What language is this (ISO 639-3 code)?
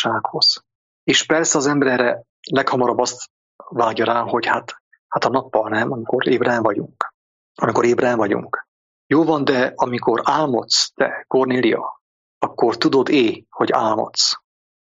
hun